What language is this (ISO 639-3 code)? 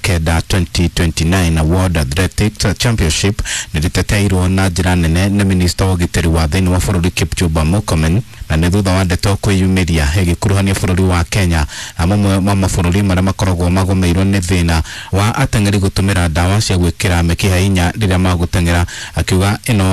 kik